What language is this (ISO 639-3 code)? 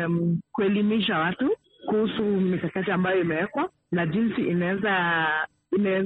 swa